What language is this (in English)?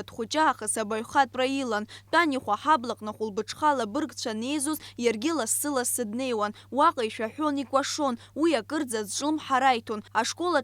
Abkhazian